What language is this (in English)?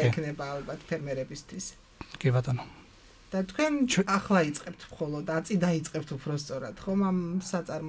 Georgian